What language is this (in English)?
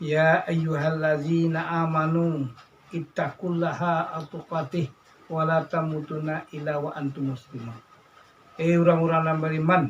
Minangkabau